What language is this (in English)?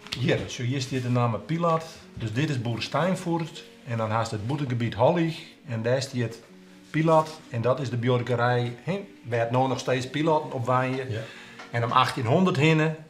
Western Frisian